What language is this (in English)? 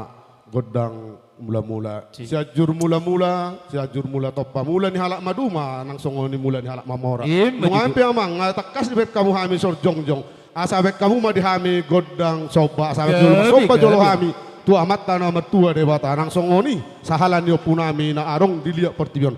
Batak Toba